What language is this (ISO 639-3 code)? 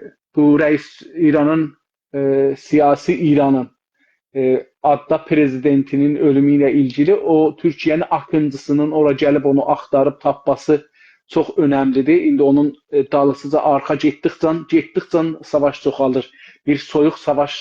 azb